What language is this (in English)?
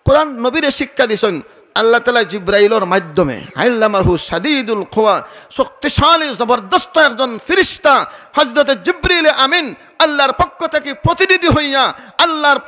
Sylheti